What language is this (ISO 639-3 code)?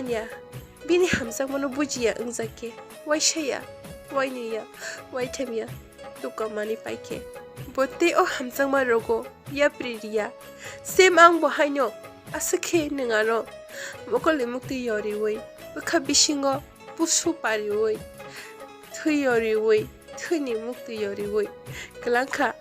trp